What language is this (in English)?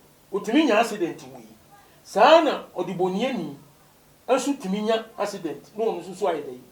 Akan